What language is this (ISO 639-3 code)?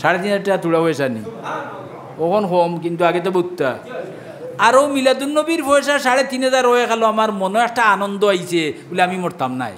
syl